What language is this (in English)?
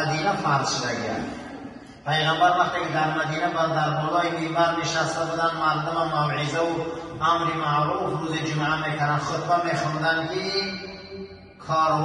Persian